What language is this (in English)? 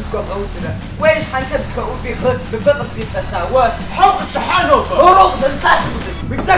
Kabardian